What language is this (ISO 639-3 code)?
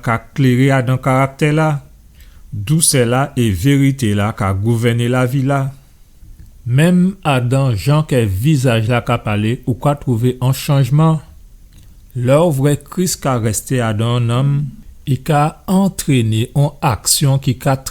gcf